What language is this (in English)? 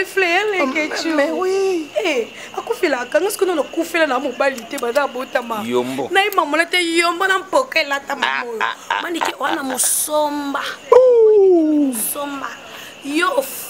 Lingala